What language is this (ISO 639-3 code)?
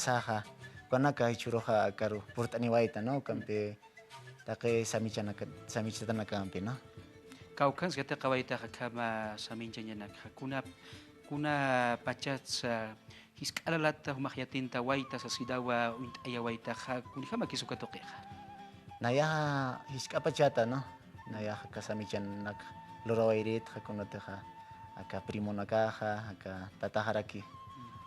aym